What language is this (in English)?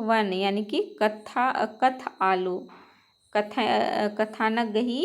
Kurukh